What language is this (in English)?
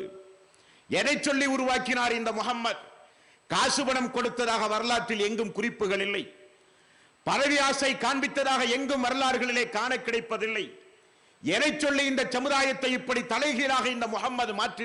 Tamil